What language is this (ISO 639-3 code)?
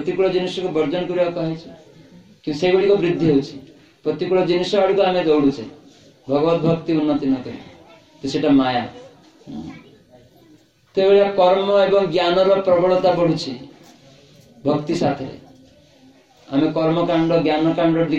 ori